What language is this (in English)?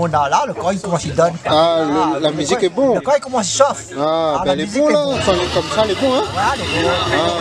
Réunion Creole French